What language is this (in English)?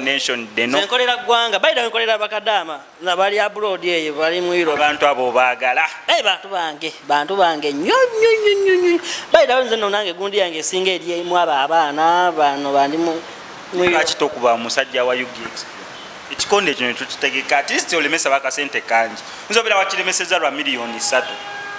Ganda